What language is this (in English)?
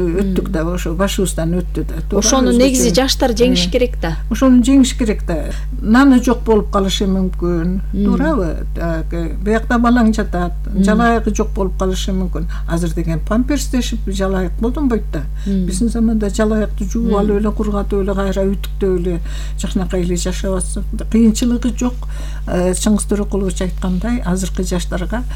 Kyrgyz